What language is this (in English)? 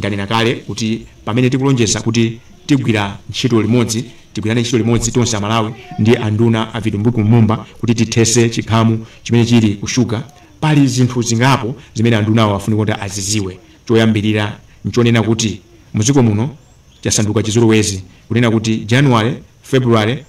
Nyanja